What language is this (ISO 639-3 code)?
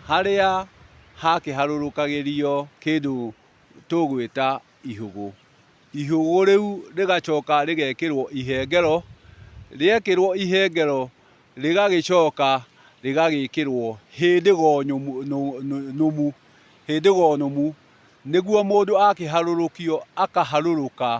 kik